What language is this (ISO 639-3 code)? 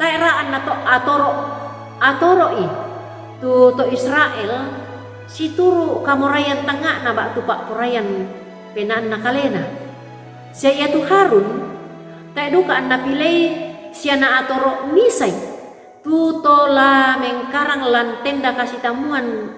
sda